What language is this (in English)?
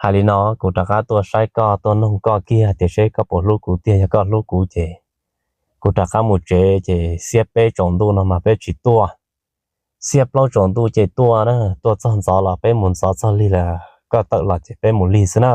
Hmong